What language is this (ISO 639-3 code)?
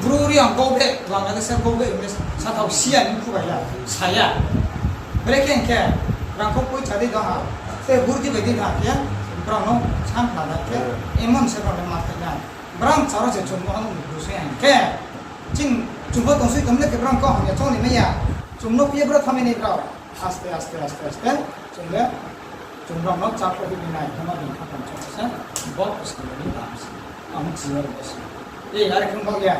ria